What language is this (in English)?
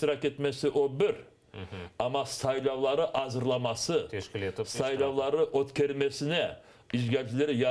Crimean Tatar